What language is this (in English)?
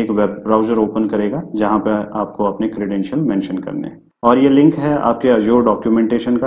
Hindi